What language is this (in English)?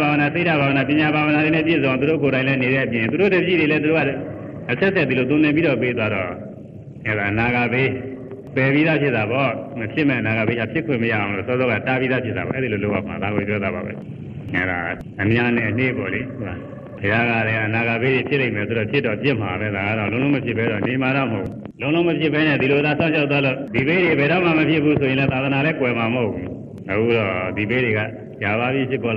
Burmese